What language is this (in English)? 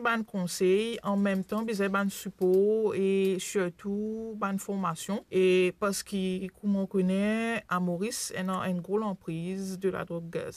Morisyen